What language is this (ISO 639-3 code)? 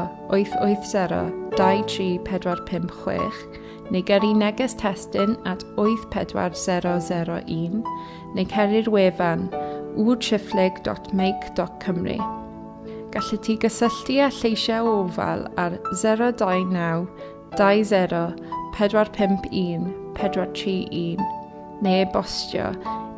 cym